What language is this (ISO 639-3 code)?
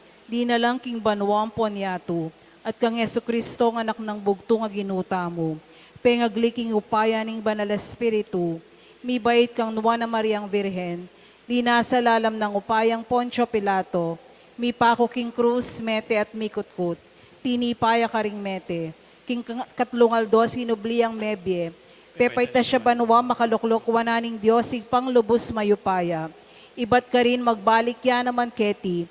pam